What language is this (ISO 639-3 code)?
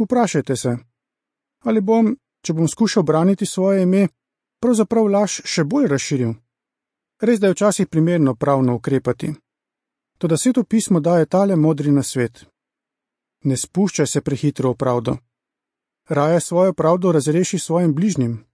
slv